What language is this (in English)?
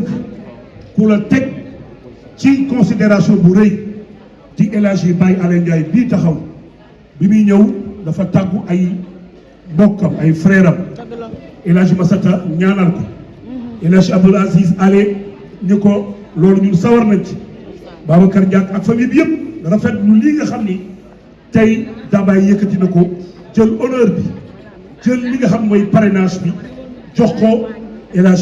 Wolof